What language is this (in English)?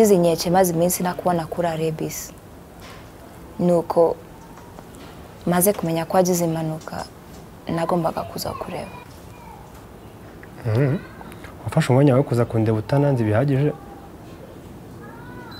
Kinyarwanda